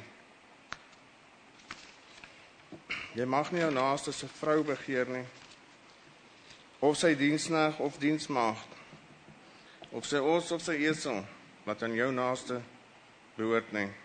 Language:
Afrikaans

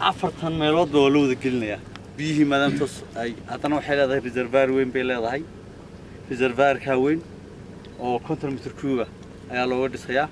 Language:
Somali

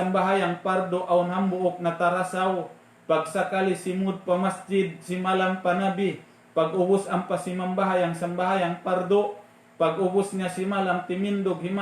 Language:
Tausug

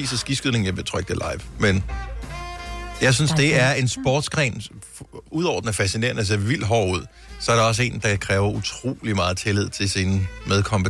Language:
Danish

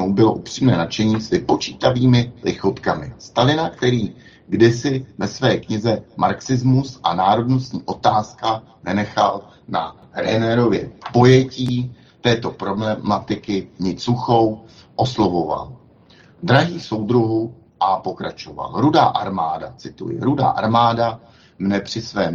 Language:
Czech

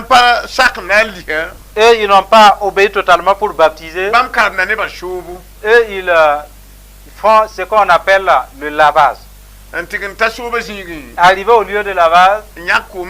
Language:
Mossi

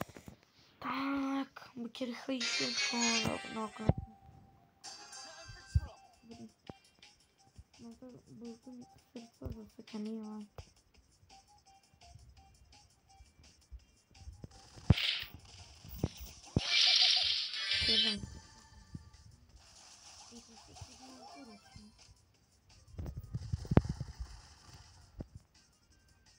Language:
Czech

